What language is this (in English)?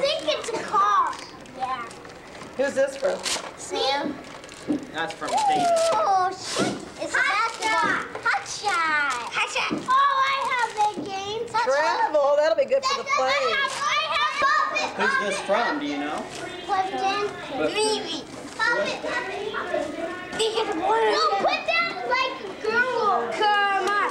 English